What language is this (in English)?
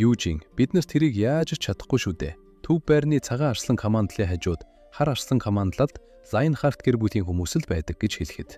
Mongolian